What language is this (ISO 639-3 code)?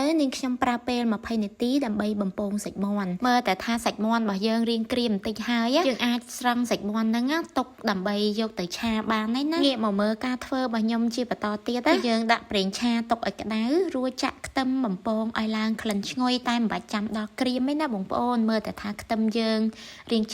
khm